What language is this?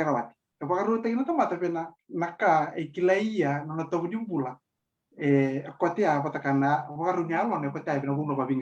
Fijian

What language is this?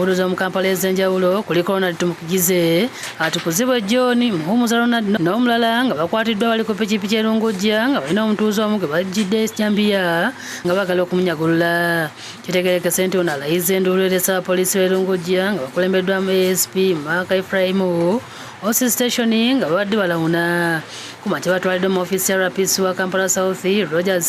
Ganda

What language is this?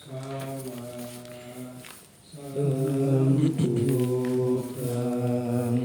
Pali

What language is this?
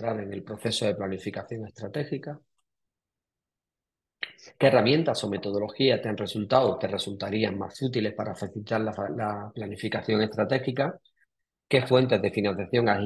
Spanish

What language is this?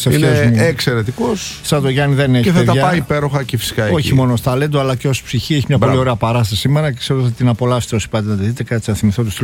Greek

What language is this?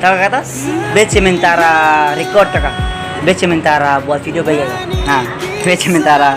Ambonese Malay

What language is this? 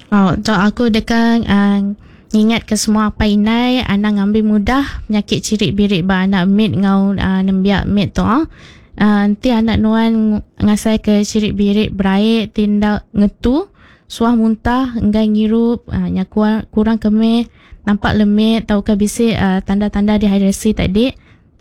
Iban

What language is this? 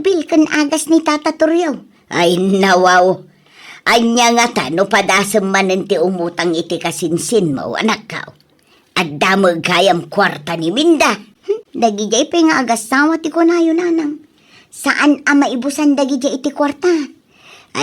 Iloko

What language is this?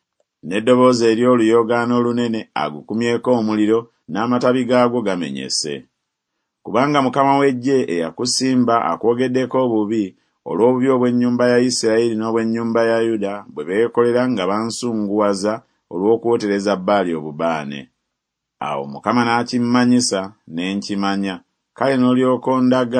Ganda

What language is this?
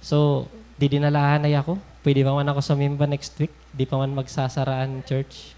Waray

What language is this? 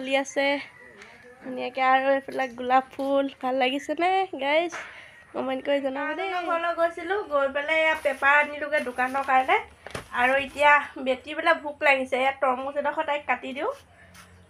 Assamese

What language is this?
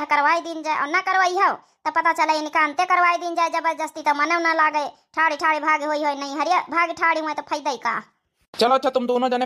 Awadhi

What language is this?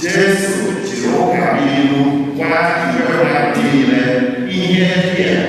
Igbo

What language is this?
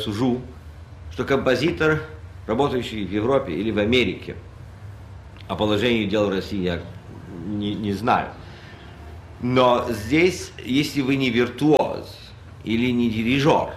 Russian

